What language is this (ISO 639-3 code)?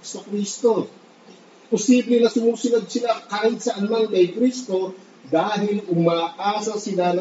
fil